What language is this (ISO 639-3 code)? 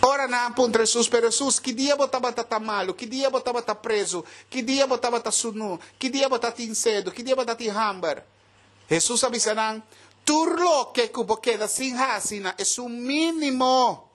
pap